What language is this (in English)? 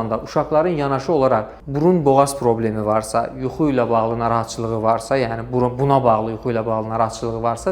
Azerbaijani